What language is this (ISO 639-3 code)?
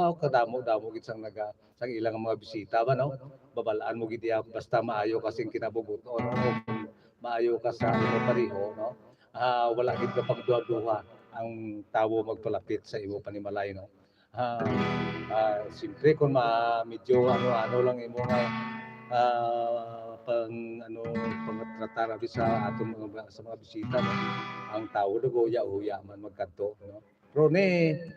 hil